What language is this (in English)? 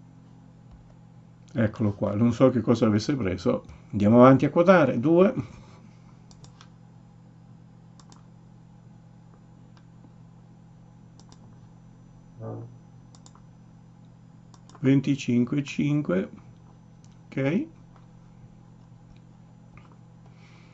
Italian